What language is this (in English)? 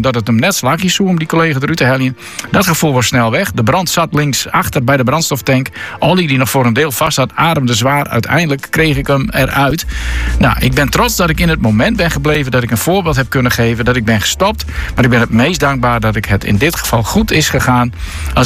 Dutch